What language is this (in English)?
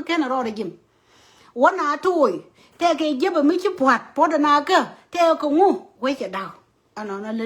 Nuer